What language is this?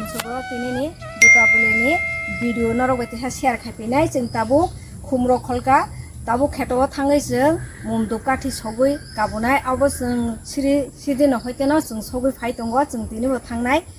Kok Borok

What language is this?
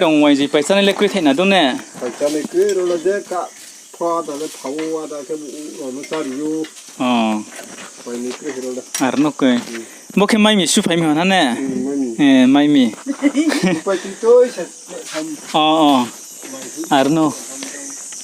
Riang (India)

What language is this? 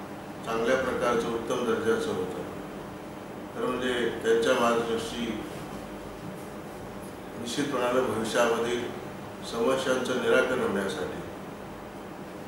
Marathi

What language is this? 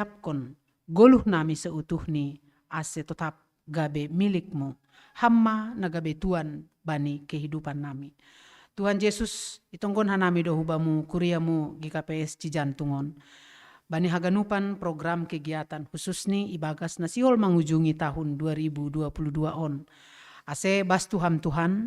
Batak Simalungun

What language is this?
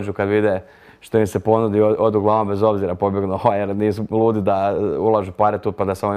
Croatian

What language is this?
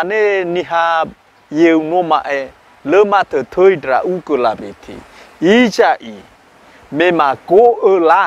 Nias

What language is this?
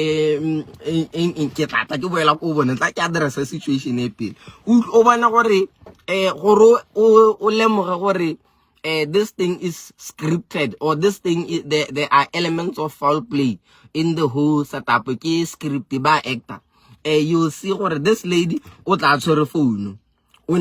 Southern Sotho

